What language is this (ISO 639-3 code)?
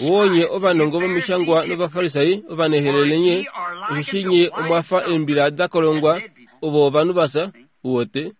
kua